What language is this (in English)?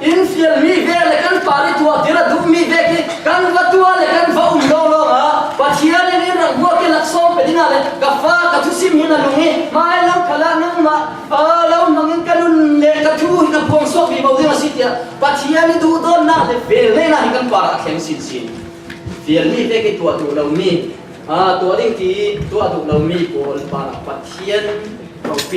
Falam Chin